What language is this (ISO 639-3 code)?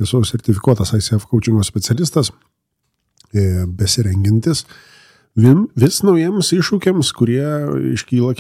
lit